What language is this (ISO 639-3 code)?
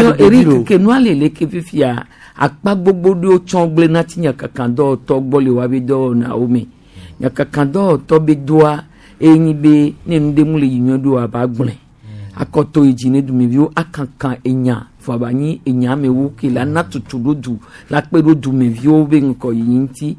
gej